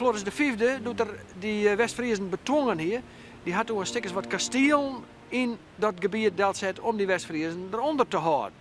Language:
Western Frisian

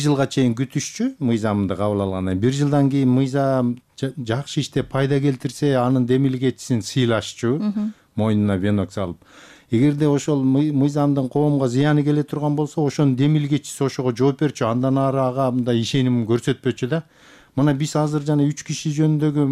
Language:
Kyrgyz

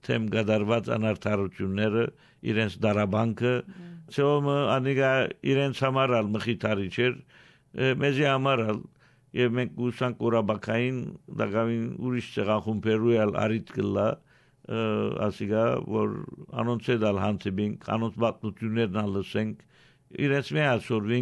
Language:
Armenian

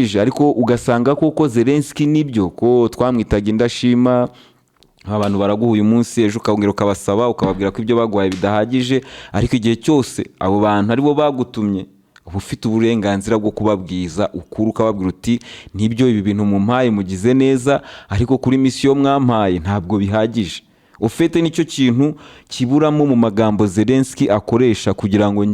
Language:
Kinyarwanda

